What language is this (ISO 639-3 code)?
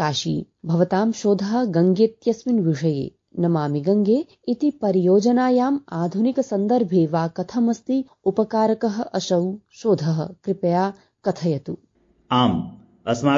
san